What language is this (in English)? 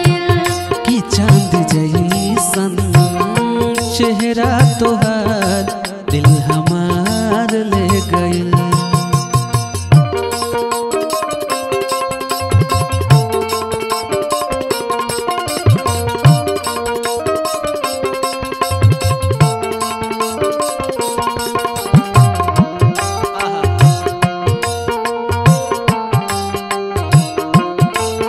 Bhojpuri